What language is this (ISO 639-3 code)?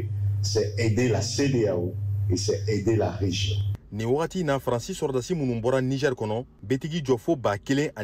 bam